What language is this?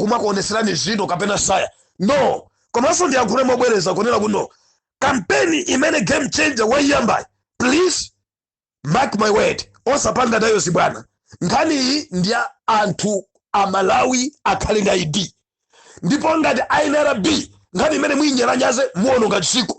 Nyanja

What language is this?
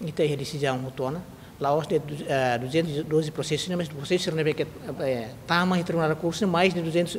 Tetum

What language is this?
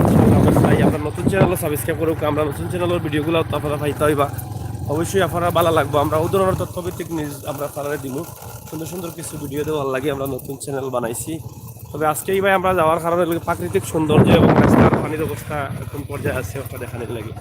Sylheti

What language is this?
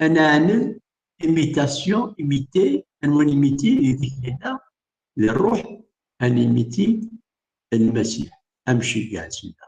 Kabyle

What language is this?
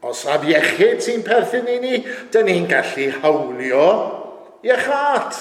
Welsh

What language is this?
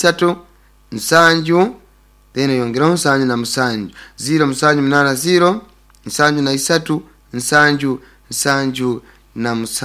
Nyoro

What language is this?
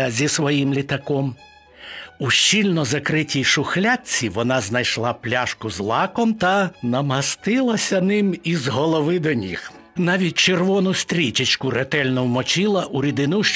Ukrainian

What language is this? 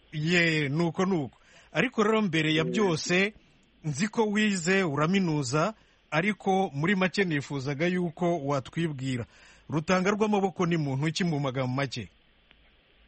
Kinyarwanda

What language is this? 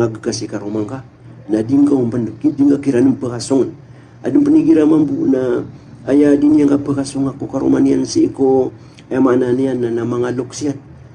Maranao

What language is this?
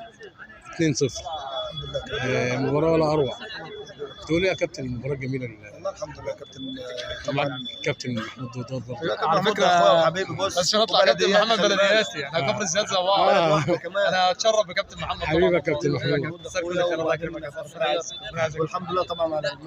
Egyptian Arabic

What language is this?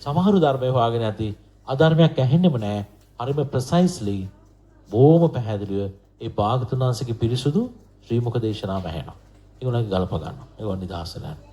Sinhala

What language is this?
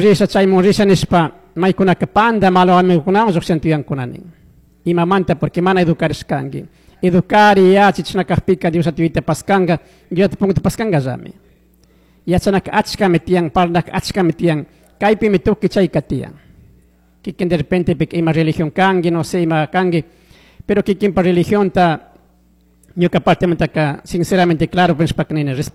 Chimborazo Highland Quichua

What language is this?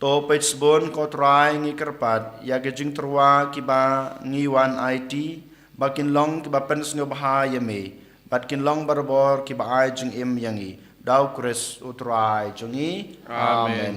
Khasi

